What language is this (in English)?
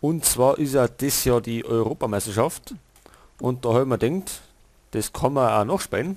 Bavarian